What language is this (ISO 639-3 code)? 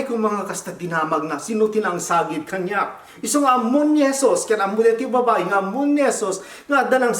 ilo